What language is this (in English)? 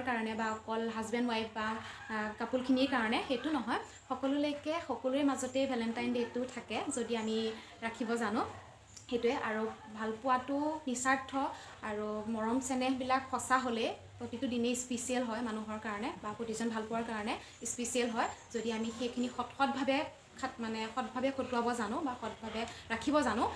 Assamese